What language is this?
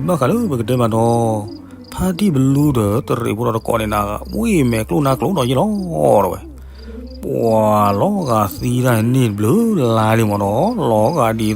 S'gaw Karen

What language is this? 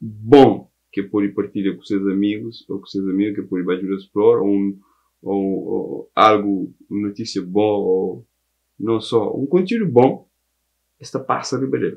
Kabuverdianu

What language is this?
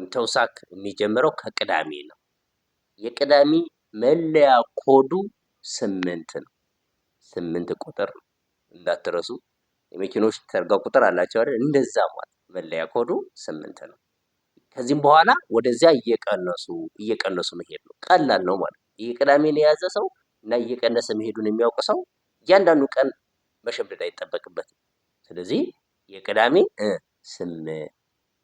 Amharic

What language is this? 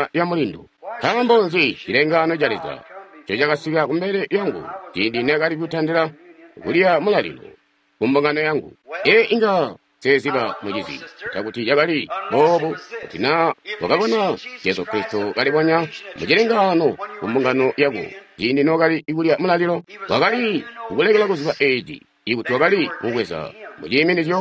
Tonga (Zambia)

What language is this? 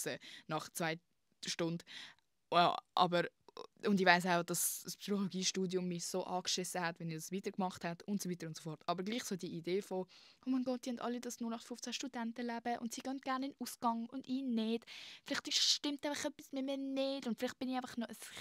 Swiss German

